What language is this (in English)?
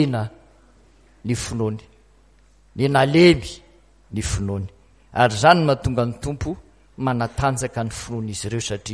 Malagasy